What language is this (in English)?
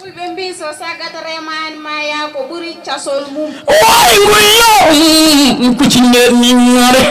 Fula